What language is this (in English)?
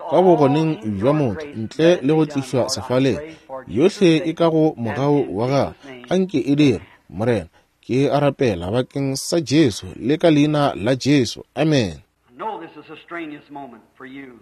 Northern Sotho